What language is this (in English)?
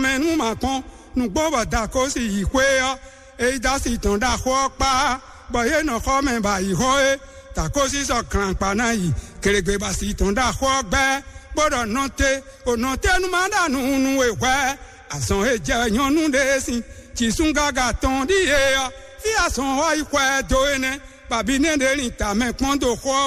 Fon